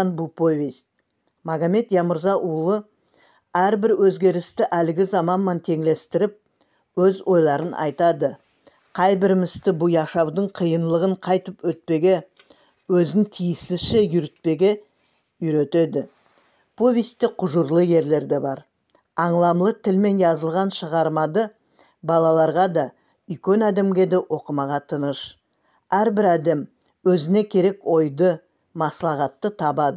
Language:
Nogai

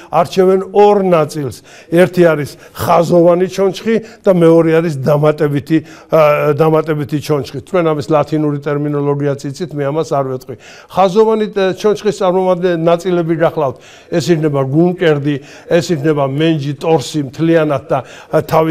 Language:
Georgian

